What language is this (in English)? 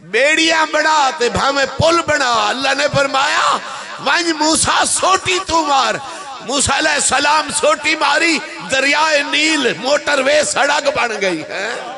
Saraiki